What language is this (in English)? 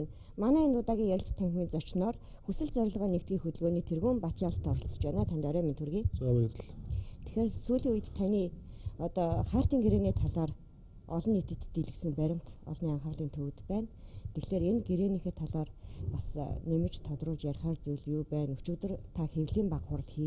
Mongolian